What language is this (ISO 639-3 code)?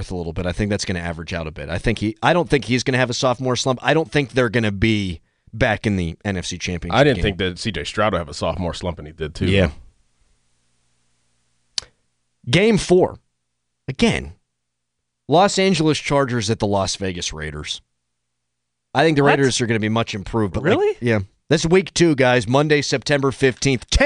eng